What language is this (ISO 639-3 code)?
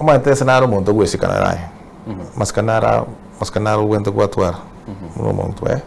guz